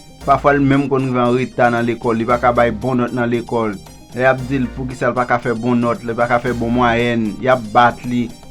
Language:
Haitian Creole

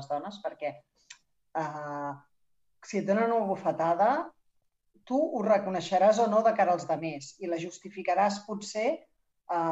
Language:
Catalan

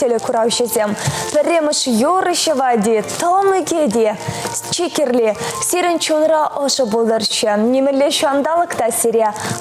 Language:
Chuvash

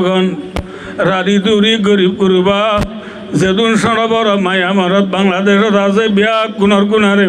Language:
Rohingya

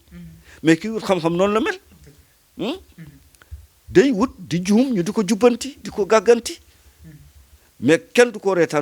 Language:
Wolof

